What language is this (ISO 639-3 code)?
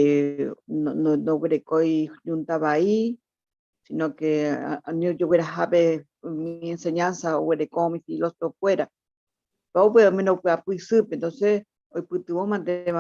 grn